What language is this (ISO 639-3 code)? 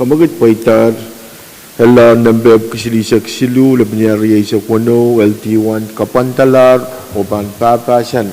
pon